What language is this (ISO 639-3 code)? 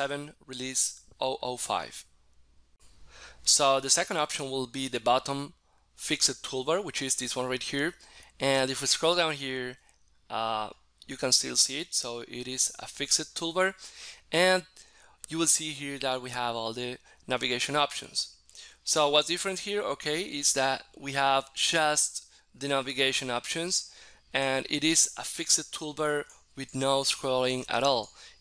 eng